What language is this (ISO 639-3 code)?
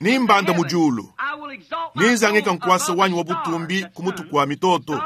lua